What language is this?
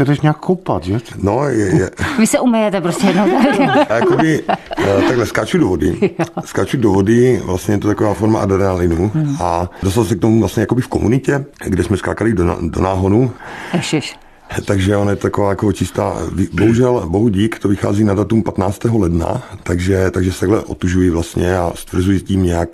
Czech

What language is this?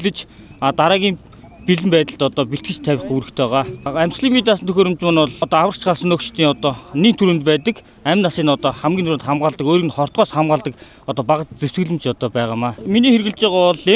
Mongolian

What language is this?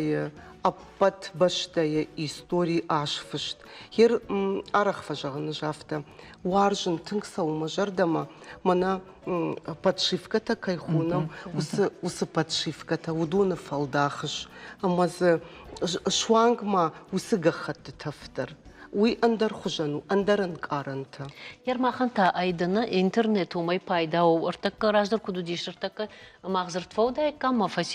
Ossetic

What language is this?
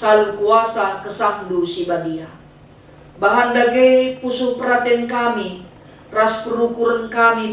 Batak Karo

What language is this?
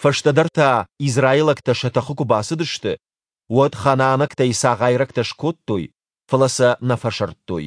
Ossetic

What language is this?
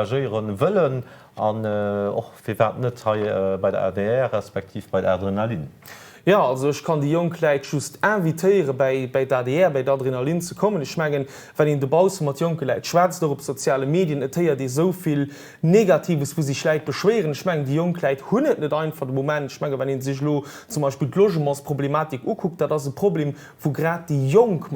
Luxembourgish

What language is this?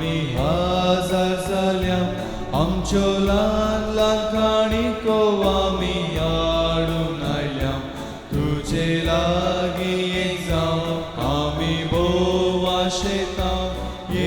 Konkani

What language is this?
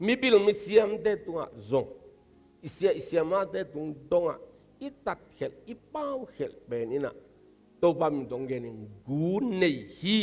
Tedim Chin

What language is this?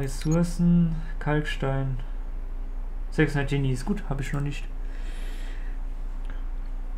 German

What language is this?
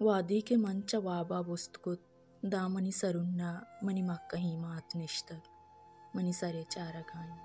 Baluchi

